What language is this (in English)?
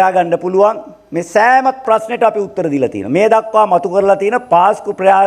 Sinhala